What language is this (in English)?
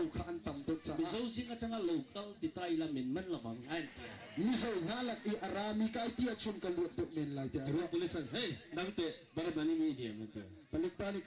Hakha Chin